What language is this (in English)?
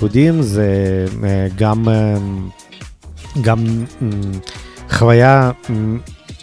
Hebrew